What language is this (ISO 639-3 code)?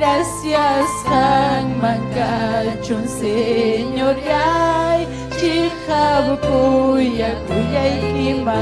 quy